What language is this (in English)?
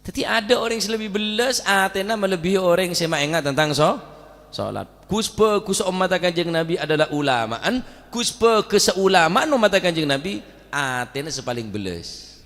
Madurese